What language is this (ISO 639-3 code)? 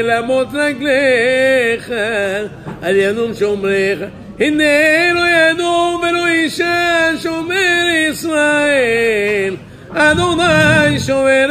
heb